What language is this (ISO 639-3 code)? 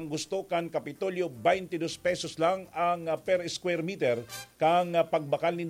bik